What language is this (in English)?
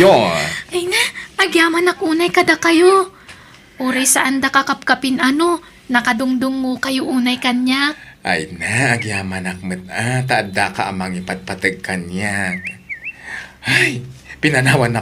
Iloko